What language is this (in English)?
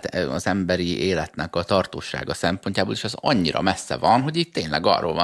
Hungarian